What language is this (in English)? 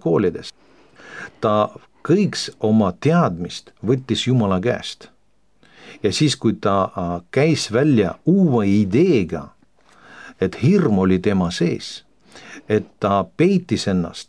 Estonian